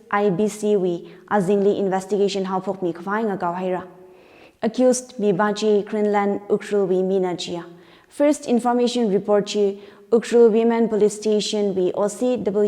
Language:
Tangkhul Naga (India)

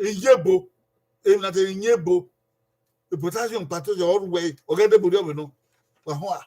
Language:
Bini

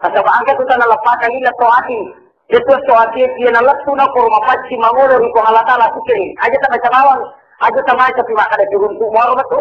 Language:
Buginese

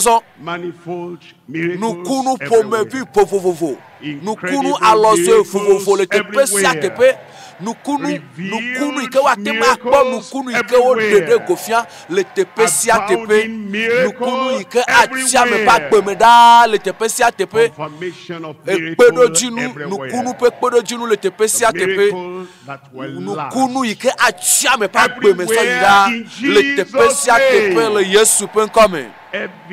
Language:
Ewe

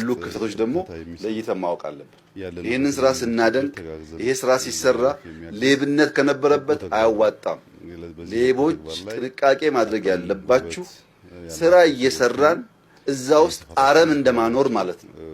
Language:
Amharic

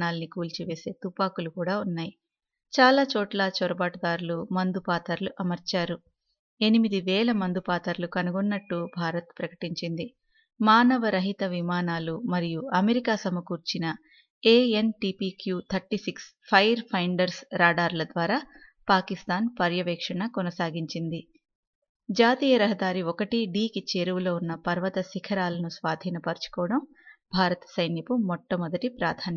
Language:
Telugu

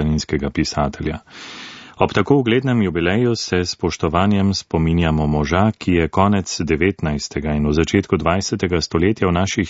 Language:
Slovenian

